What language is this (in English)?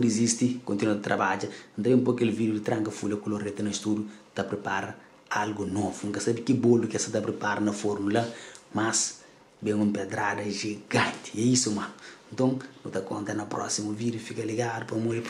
Kabuverdianu